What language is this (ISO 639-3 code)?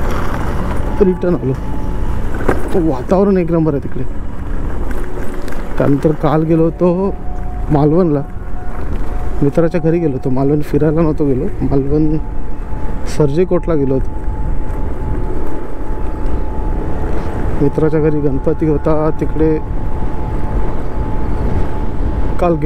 mar